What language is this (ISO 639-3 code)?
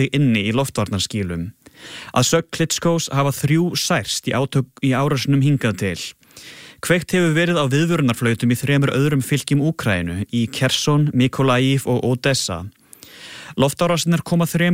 isl